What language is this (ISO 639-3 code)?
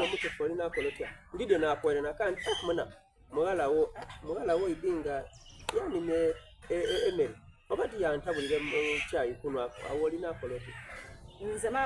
xog